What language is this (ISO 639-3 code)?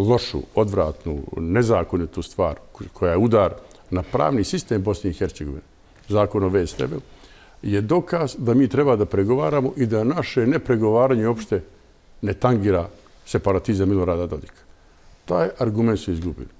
bos